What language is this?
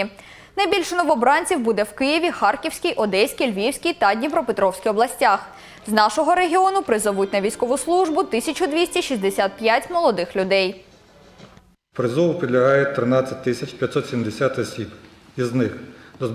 Ukrainian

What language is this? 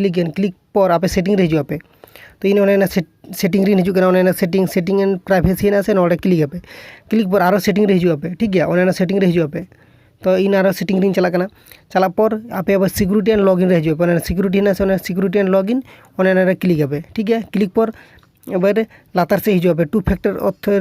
Santali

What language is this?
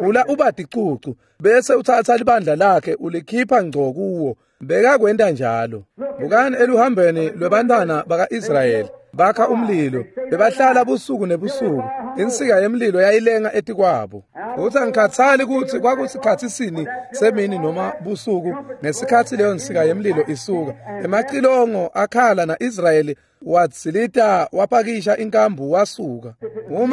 Swati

